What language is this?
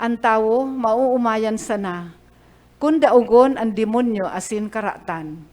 Bikol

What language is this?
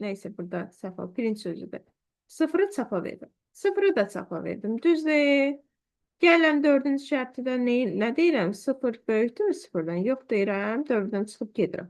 Azerbaijani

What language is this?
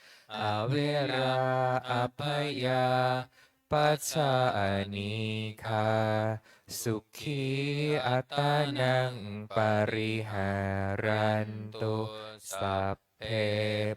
Pali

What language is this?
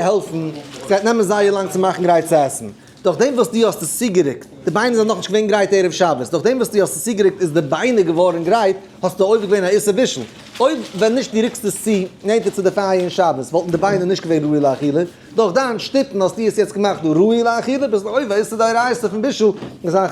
Yiddish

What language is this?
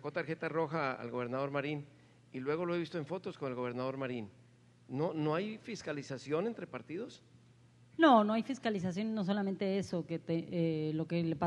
Spanish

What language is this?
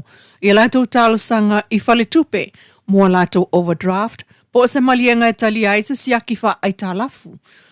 Samoan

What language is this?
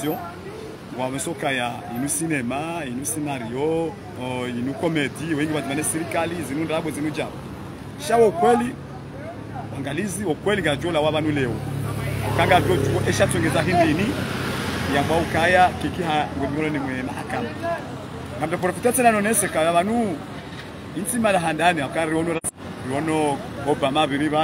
Swahili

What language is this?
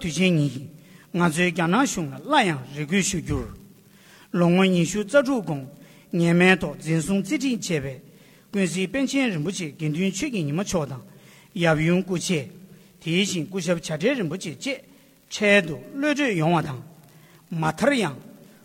Tibetan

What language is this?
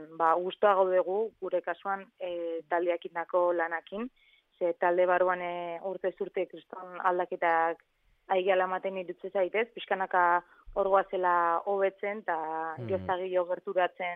Basque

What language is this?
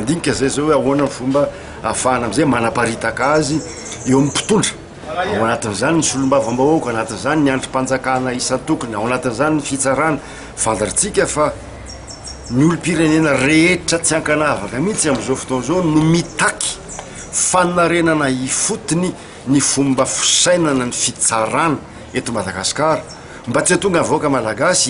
Malagasy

